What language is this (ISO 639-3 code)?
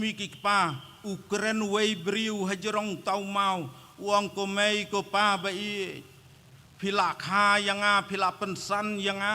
kha